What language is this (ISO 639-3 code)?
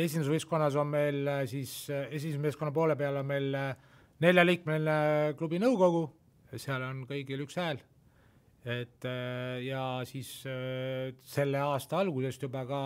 est